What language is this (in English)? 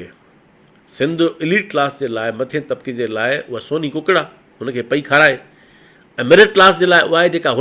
Sindhi